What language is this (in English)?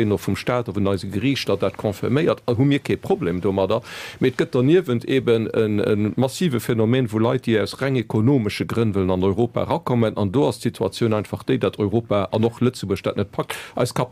Luxembourgish